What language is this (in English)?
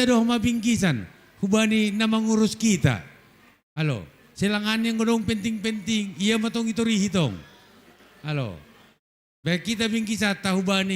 Batak Simalungun